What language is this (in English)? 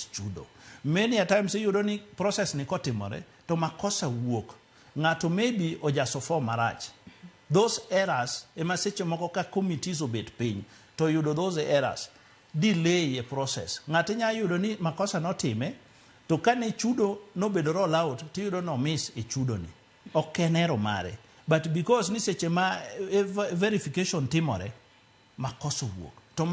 Luo (Kenya and Tanzania)